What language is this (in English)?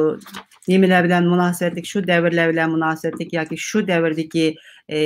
Uyghur